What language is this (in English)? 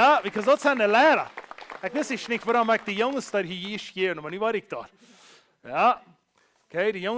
Plautdietsch